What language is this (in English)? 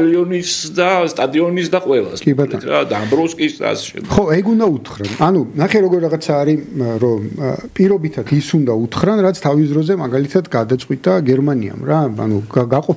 Georgian